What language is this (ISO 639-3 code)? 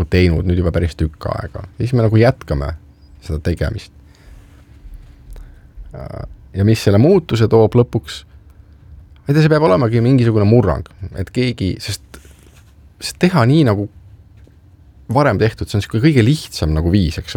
est